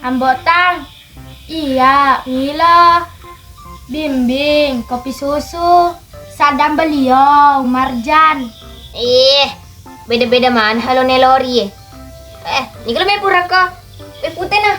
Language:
Buginese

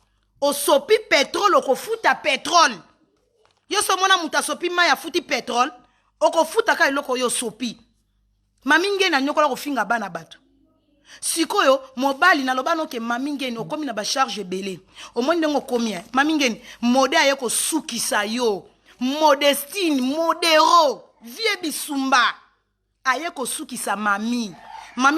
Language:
Lingala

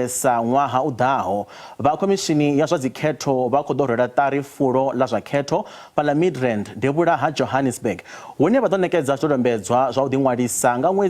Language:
Venda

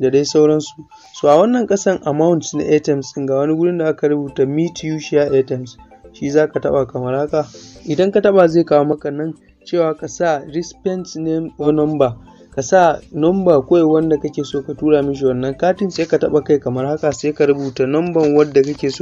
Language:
Hausa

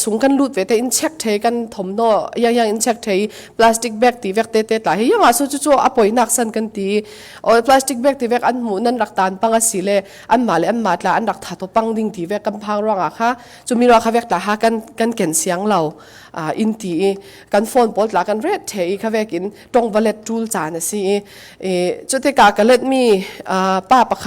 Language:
Falam Chin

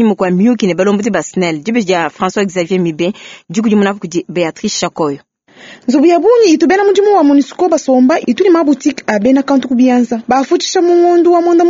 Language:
Luba-Lulua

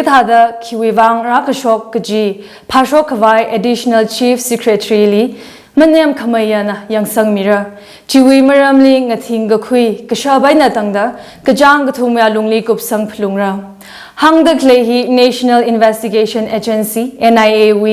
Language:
Tangkhul Naga (India)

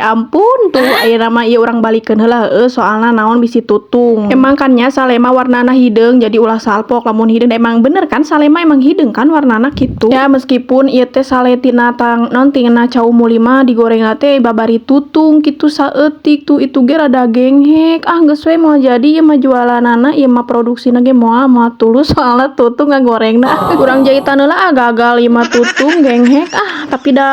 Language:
Sundanese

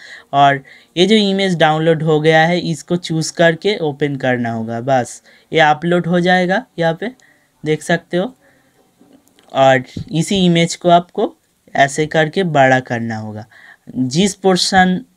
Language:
Hindi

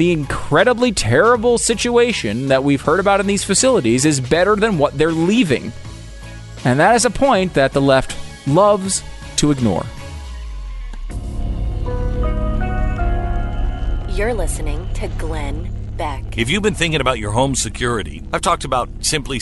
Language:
English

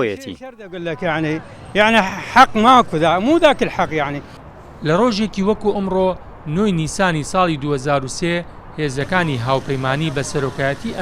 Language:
Central Kurdish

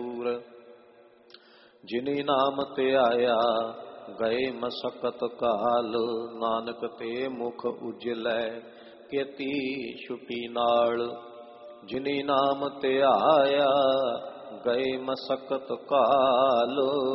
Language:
Punjabi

